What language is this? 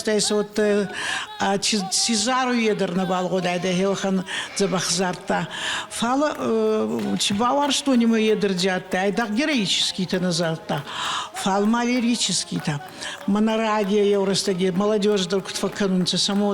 Ossetic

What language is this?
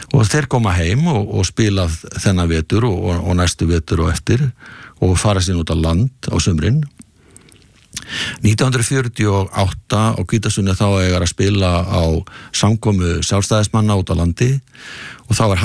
Icelandic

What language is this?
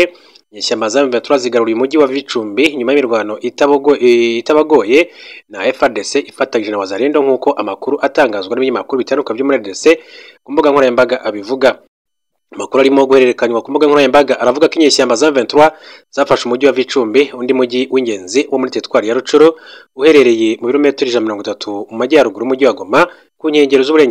Kinyarwanda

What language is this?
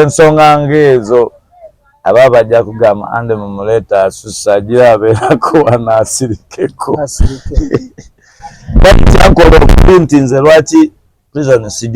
Ganda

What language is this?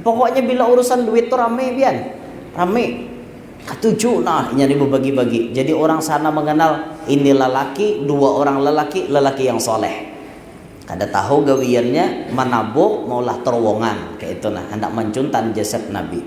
Banjar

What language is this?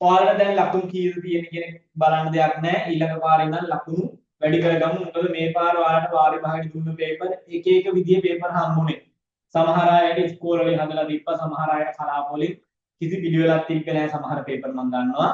Sinhala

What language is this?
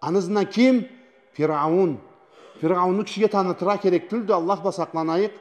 Karachay-Balkar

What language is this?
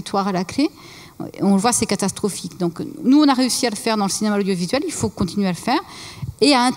French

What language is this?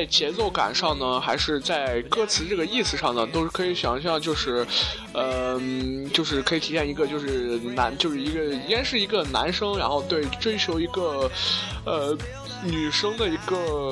Chinese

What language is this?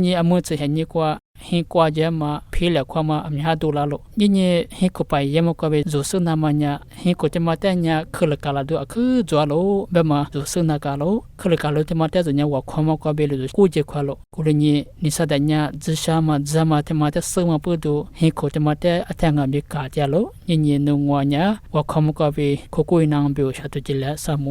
Lisu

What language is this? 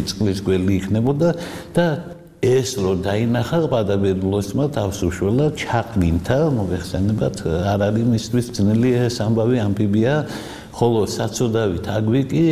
Georgian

